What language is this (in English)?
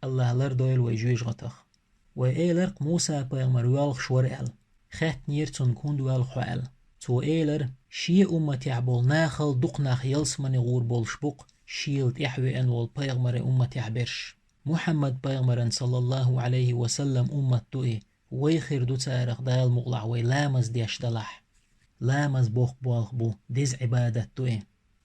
Chechen